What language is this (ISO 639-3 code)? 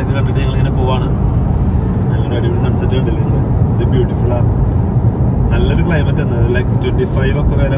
mal